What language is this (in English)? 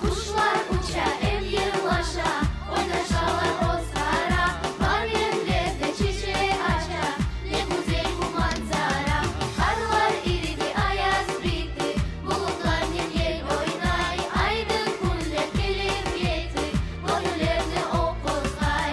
Crimean Tatar